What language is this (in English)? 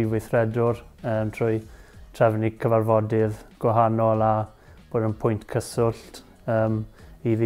Welsh